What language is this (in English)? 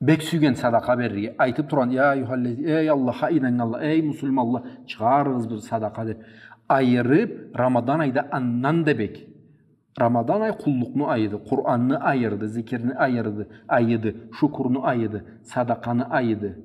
Karachay-Balkar